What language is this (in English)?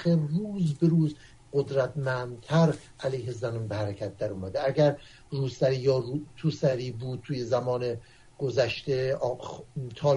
Persian